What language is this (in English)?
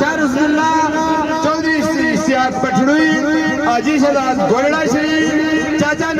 Pahari-Potwari